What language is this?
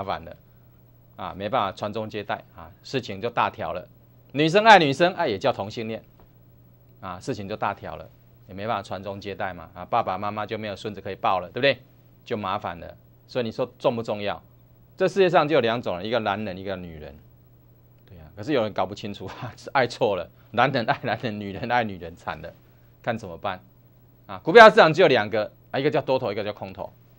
Chinese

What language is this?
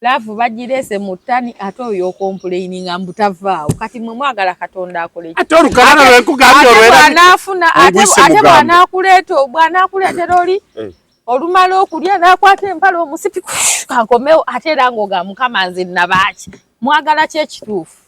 Ganda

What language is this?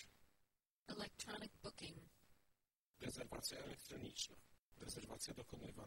Polish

